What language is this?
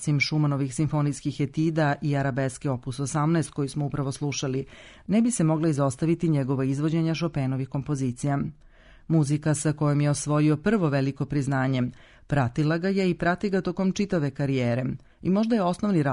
Serbian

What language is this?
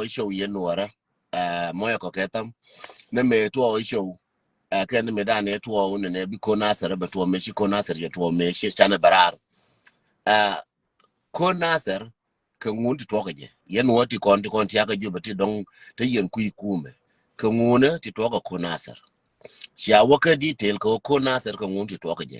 Nuer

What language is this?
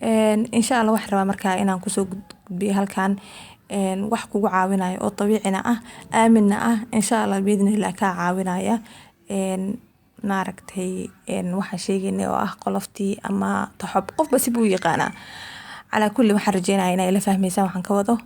Somali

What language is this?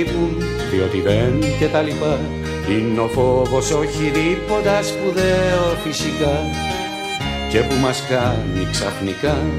Greek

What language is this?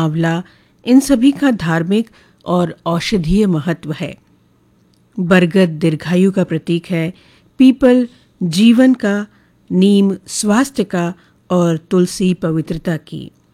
Hindi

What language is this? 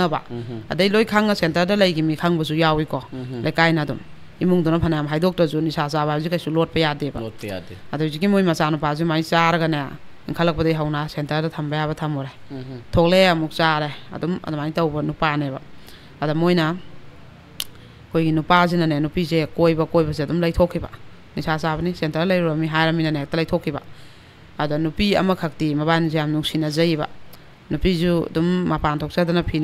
Manipuri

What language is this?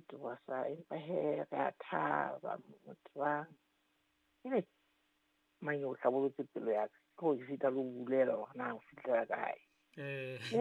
Southern Sotho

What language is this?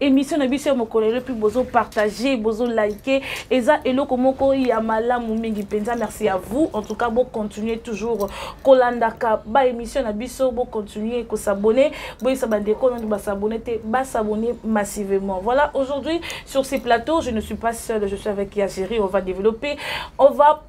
Lingala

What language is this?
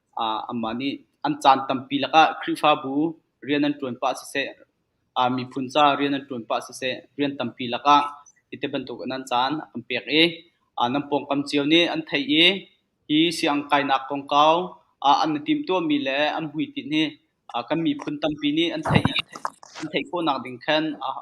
Hakha Chin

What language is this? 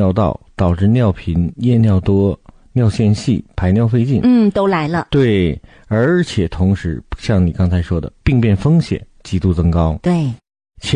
Chinese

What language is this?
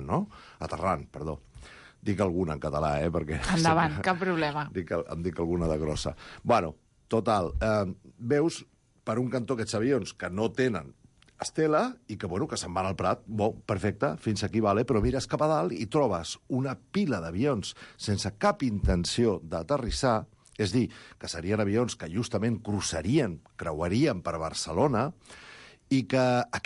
Catalan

